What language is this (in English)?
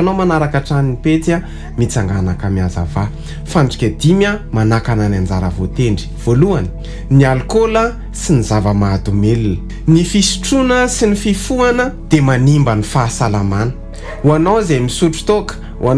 Malagasy